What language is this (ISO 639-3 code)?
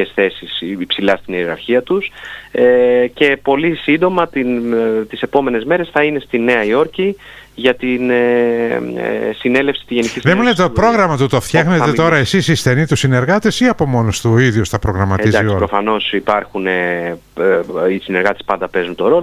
ell